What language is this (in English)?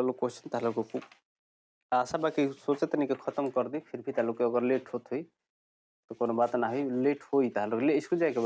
Bhojpuri